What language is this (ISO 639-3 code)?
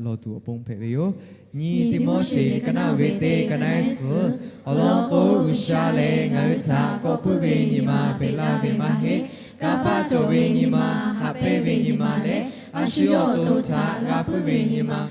lhu